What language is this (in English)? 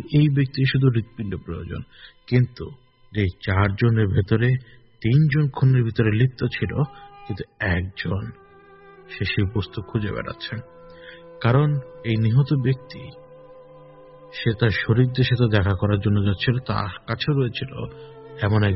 Bangla